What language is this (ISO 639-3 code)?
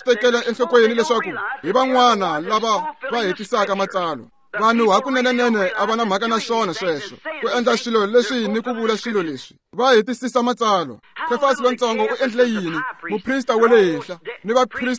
tso